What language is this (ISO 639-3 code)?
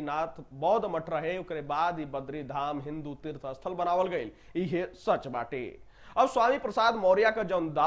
bho